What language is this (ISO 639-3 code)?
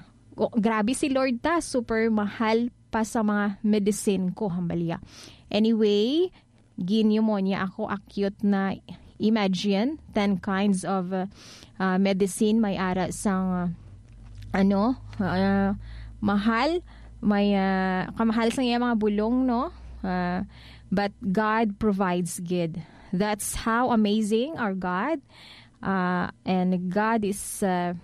hil